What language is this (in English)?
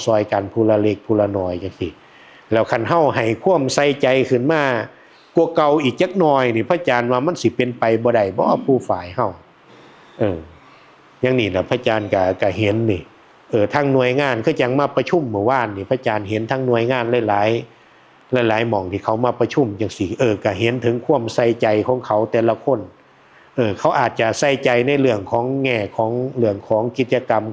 Northeastern Thai